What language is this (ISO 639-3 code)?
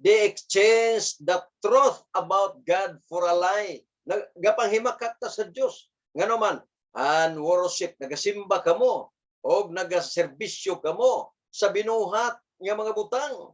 ceb